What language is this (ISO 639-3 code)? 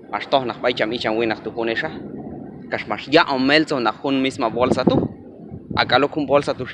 kjb